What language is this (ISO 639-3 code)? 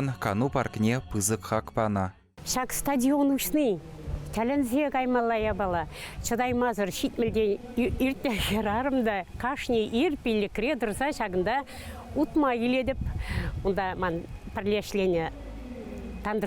chv